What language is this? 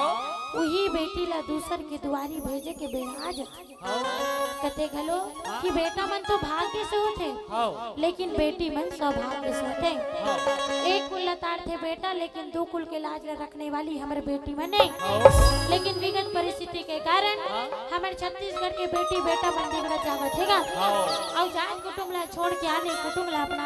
Chhattisgarhi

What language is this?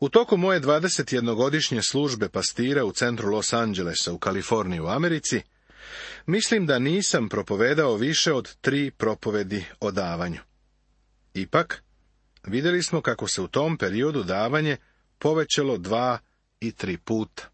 Serbian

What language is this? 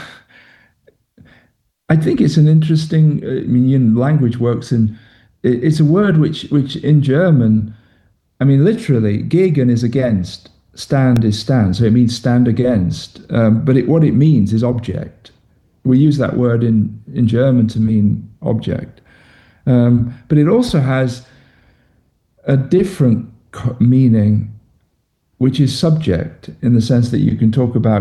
English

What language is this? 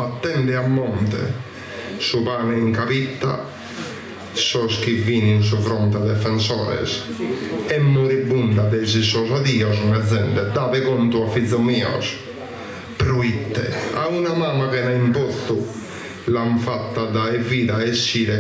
Sardinian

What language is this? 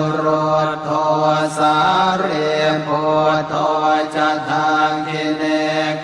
Pali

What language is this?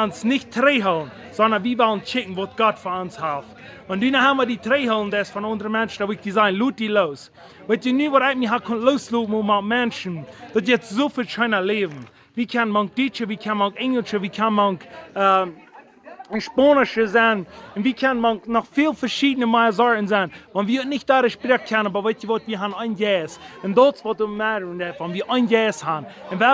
Plautdietsch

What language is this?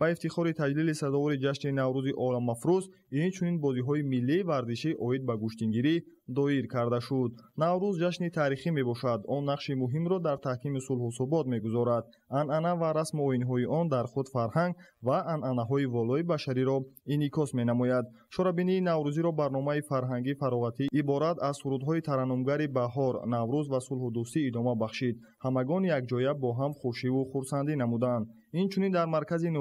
Tajik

